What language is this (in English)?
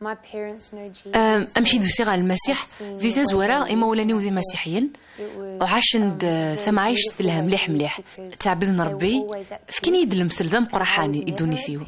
Kabyle